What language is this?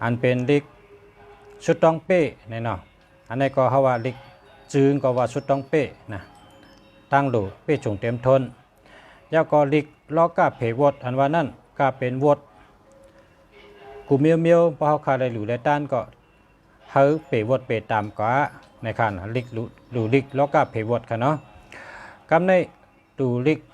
Shan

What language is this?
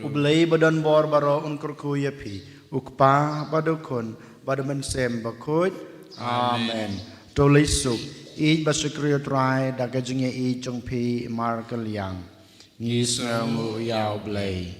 Khasi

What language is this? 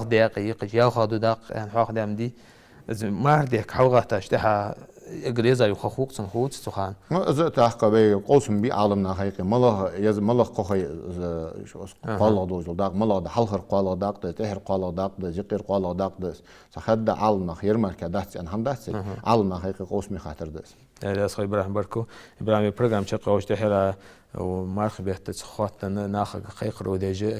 Ingush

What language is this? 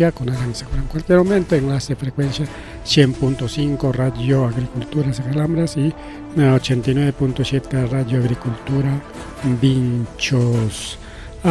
Ayacucho Quechua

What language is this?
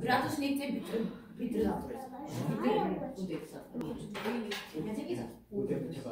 Belarusian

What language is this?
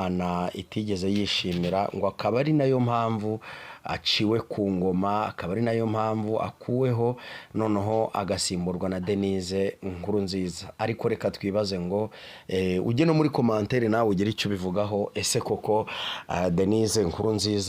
Kinyarwanda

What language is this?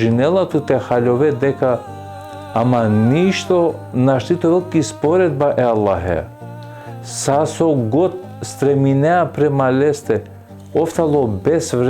Balkan Romani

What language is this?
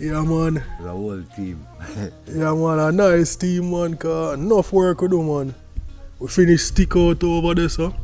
Jamaican Creole English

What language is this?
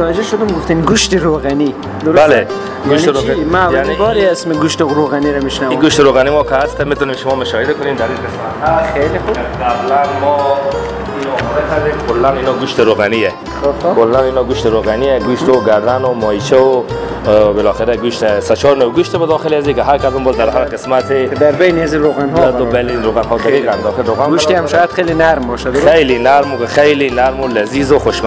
Persian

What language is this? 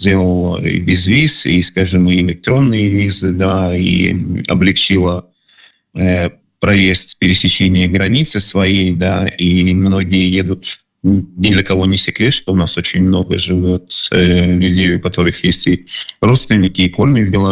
Russian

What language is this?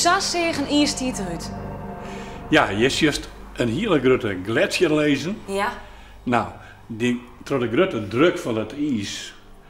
Western Frisian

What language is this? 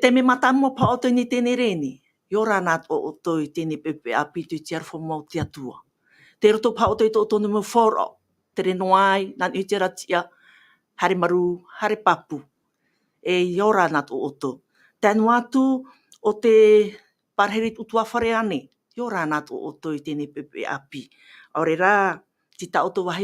Tahitian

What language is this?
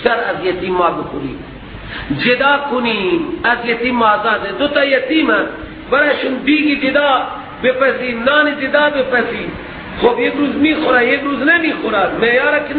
Persian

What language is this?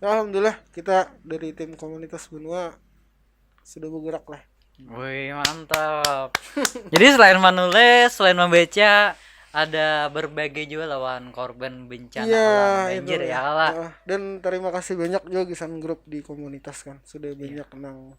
Banjar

